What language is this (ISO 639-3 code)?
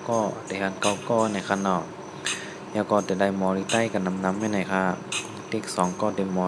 shn